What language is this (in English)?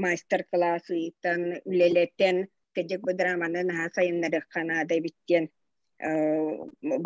Yakut